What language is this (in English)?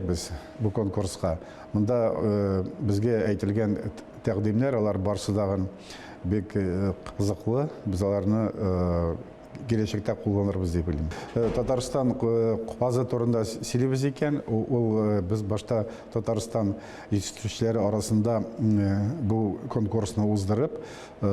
Tatar